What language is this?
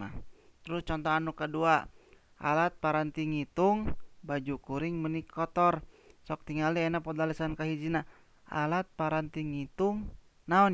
Sundanese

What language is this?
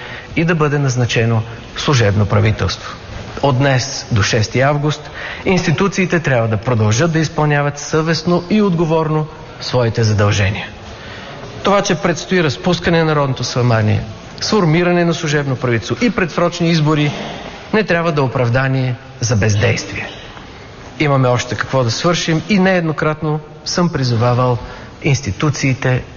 Bulgarian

